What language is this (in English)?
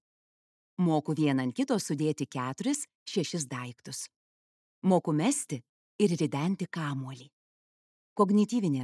Lithuanian